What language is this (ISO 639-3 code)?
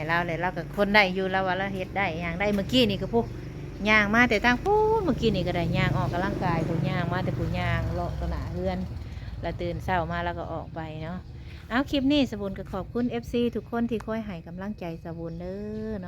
tts